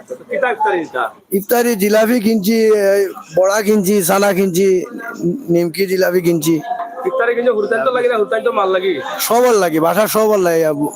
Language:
Sylheti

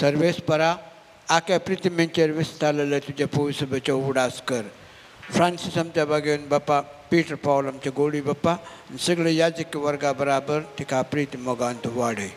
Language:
Konkani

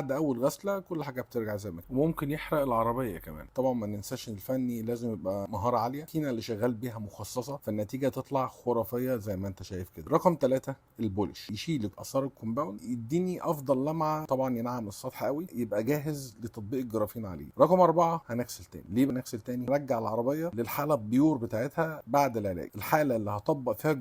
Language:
Egyptian Arabic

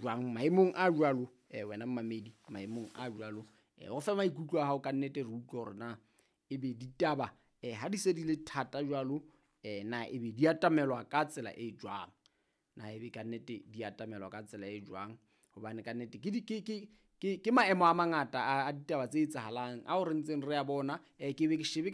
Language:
Southern Sotho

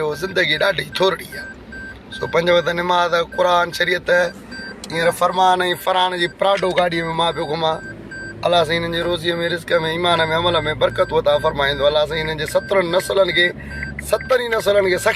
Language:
Sindhi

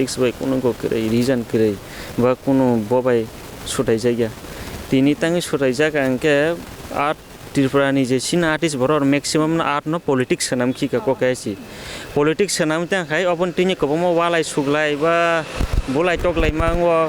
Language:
Kok Borok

